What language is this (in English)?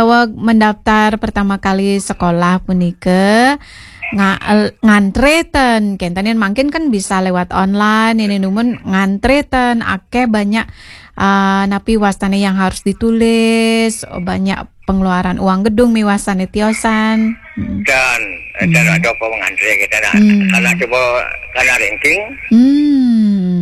Balinese